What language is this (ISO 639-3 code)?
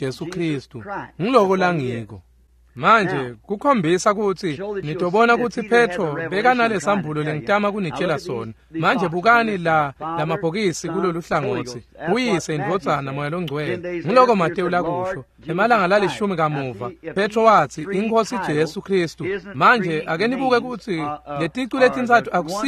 ssw